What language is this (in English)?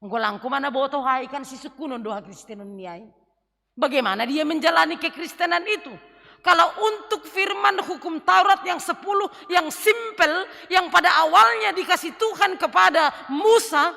Batak Simalungun